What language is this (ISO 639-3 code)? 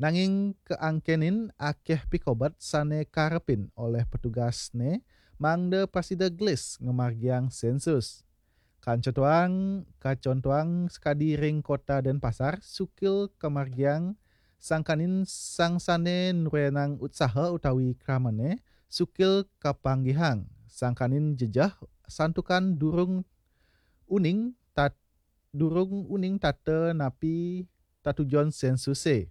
ban